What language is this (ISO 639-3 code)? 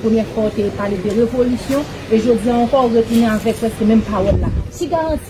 hat